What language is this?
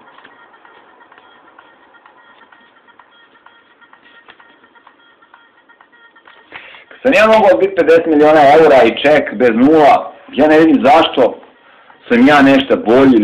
Serbian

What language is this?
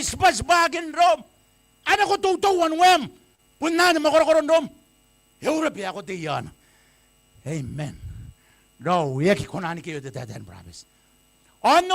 Gilbertese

